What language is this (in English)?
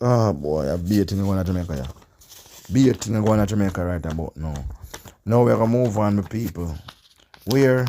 Jamaican Creole English